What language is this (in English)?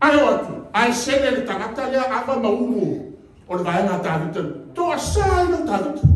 Samoan